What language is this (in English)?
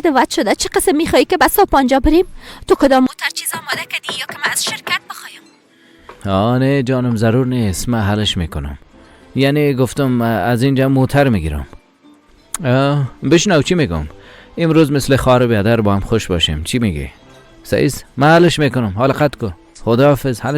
Persian